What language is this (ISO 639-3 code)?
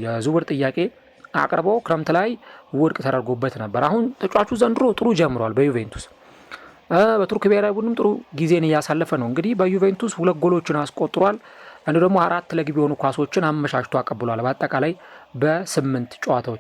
amh